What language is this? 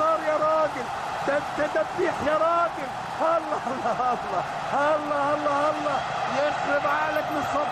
Egyptian Arabic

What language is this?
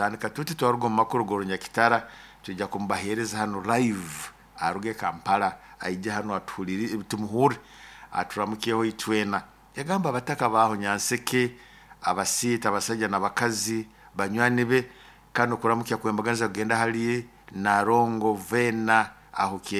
Nyoro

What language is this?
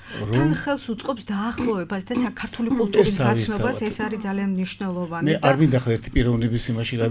Georgian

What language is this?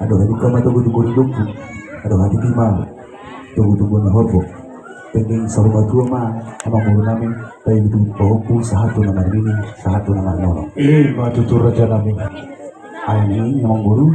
Batak Toba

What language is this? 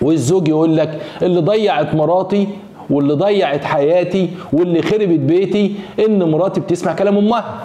Egyptian Arabic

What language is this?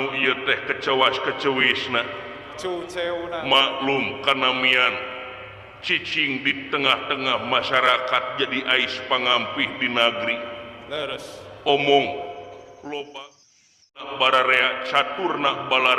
Sundanese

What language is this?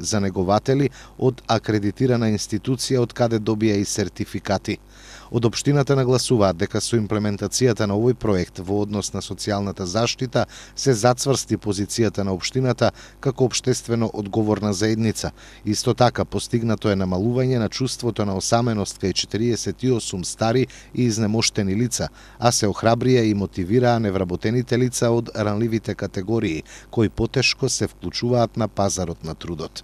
Macedonian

